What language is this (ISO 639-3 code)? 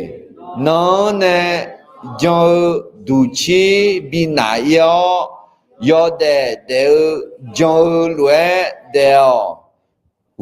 ahk